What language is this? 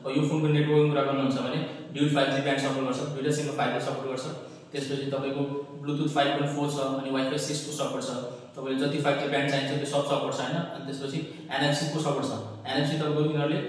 Nepali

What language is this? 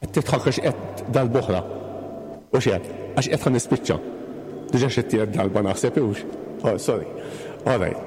Maltese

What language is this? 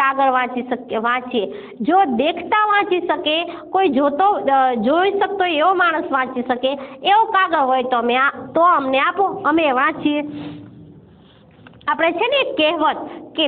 Gujarati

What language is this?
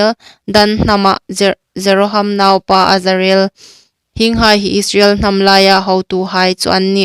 Hmar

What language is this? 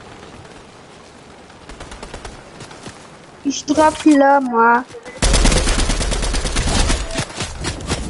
French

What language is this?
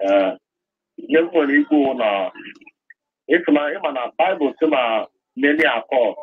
Igbo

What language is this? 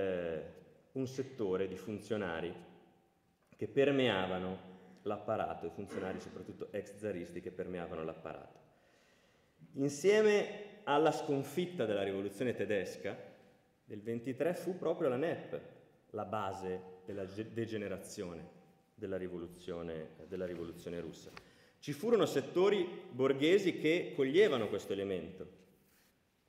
Italian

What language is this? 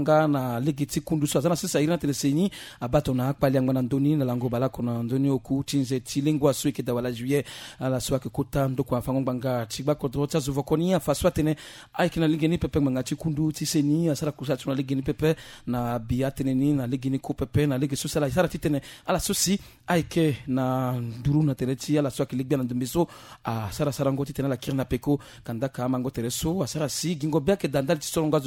Sango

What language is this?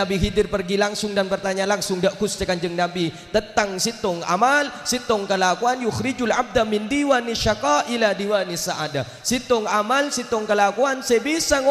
Madurese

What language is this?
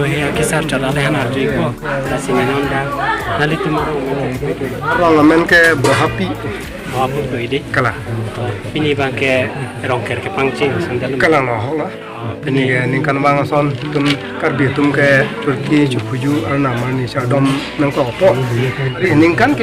Karbi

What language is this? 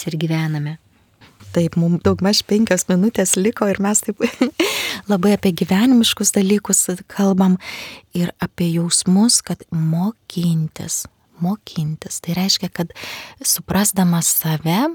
Lithuanian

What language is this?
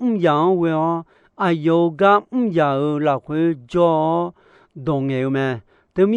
Akha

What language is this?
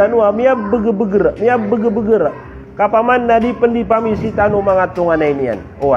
Maranao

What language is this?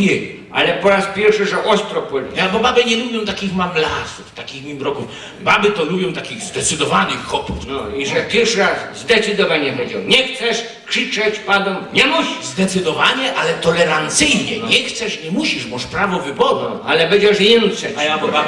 Silesian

